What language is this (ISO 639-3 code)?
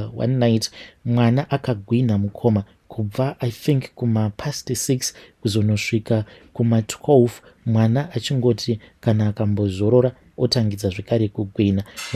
sna